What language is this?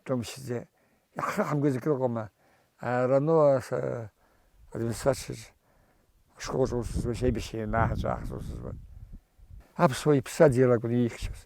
Abkhazian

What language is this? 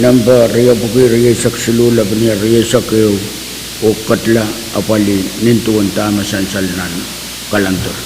Pohnpeian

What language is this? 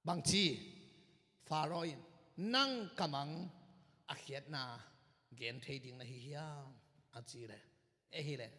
Tedim Chin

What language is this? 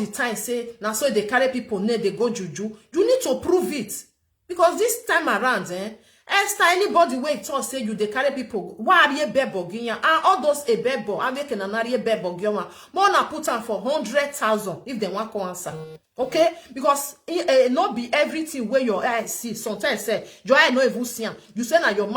Nigerian Pidgin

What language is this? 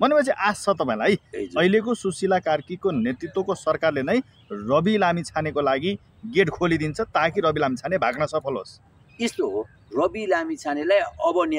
Nepali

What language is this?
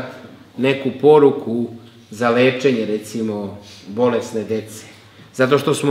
Serbian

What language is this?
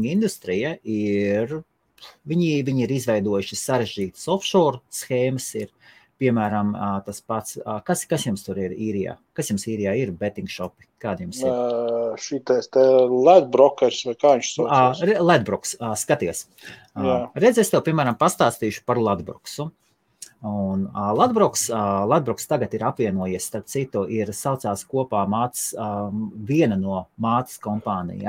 Latvian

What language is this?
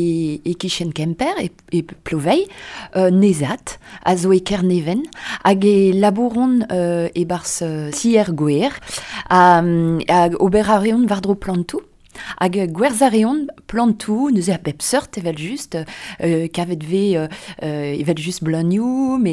Breton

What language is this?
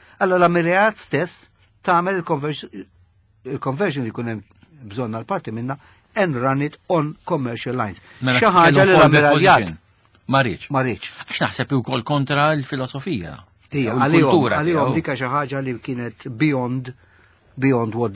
Maltese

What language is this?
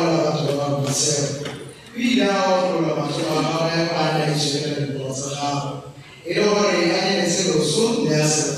Tswana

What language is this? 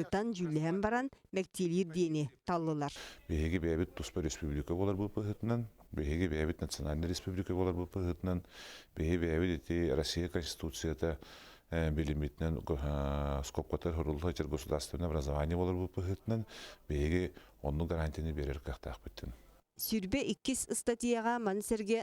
Yakut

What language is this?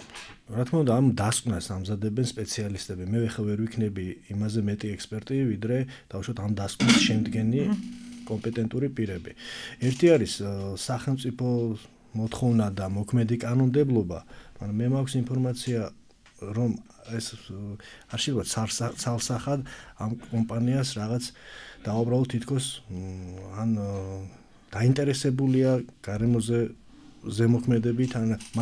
Georgian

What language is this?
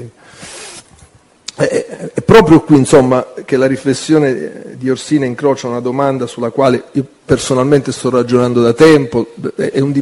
Italian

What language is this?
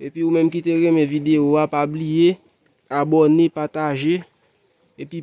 Haitian Creole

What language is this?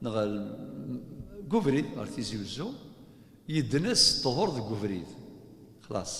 Kabyle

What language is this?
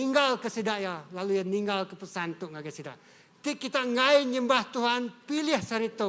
Iban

